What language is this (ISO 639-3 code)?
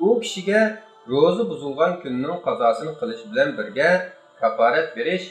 uig